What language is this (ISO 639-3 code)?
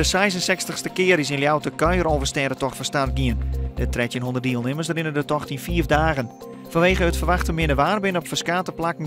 fry